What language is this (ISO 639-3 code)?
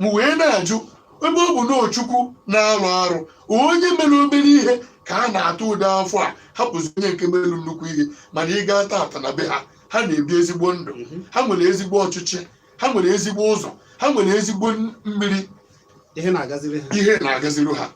ibo